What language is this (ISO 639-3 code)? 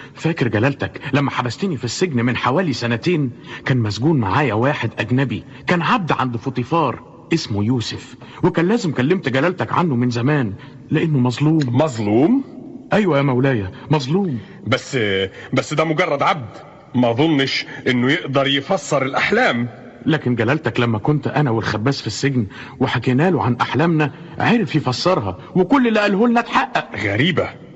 arz